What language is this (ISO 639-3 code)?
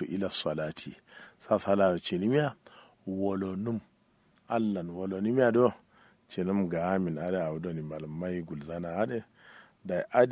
kau